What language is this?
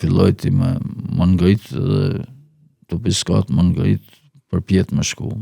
Albanian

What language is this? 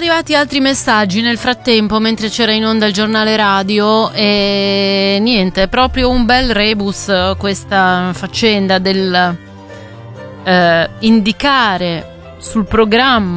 Italian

